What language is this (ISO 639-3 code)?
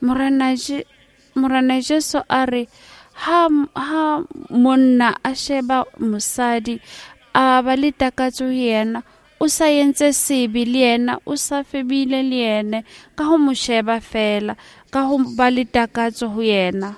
sot